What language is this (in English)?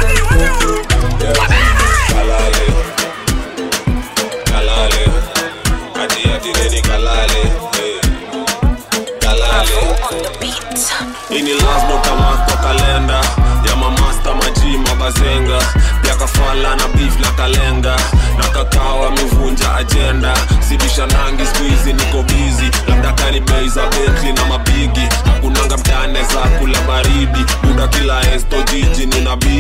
Swahili